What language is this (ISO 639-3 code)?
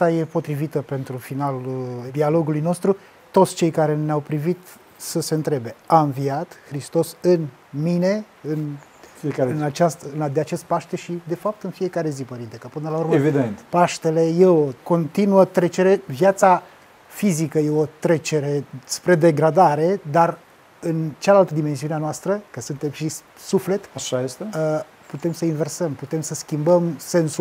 ron